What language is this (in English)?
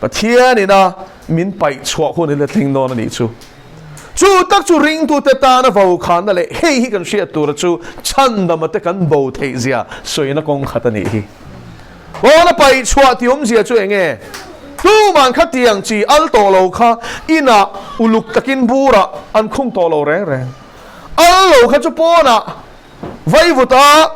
Mizo